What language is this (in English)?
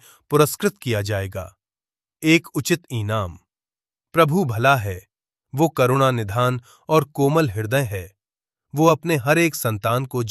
Hindi